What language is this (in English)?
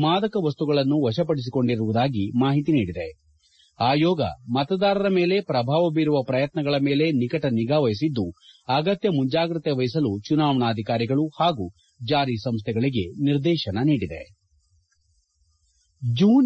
Kannada